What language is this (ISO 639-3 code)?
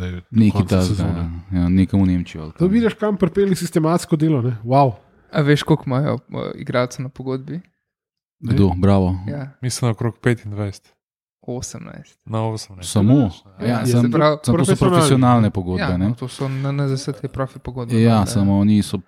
slv